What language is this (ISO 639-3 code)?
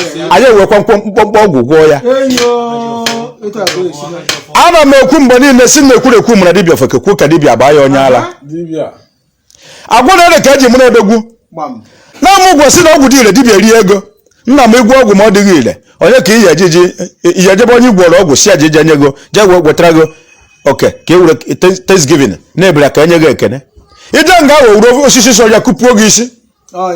ibo